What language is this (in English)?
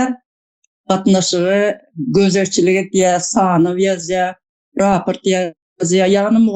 Turkmen